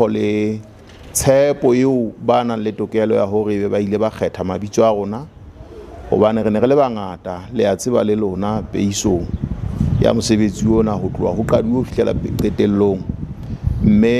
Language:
Southern Sotho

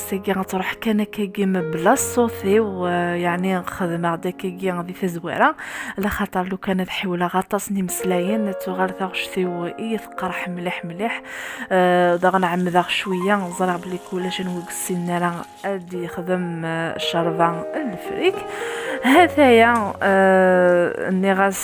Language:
Kabyle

